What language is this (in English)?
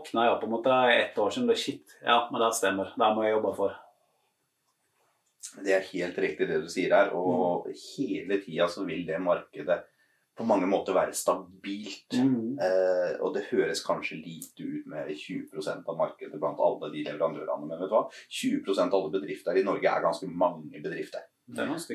Norwegian